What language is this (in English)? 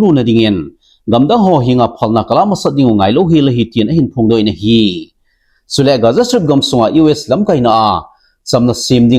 Thado Chin